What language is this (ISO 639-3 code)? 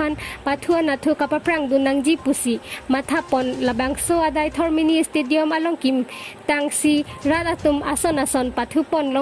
mjw